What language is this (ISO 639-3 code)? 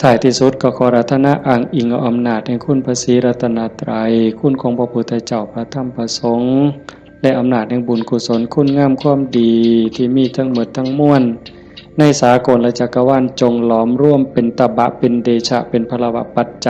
lao